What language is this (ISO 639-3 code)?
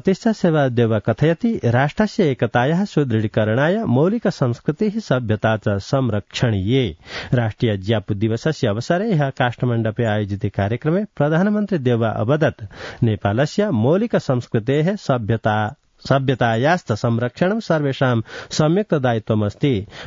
san